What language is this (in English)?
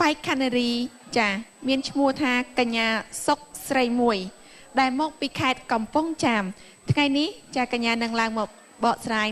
Khmer